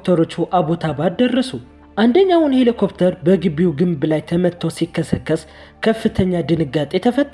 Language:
Amharic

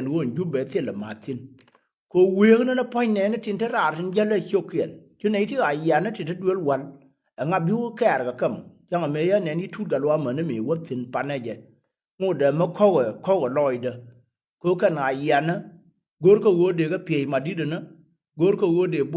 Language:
Nuer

